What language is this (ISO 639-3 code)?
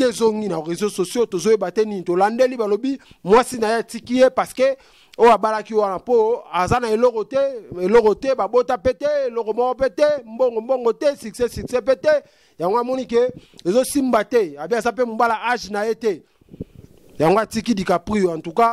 lin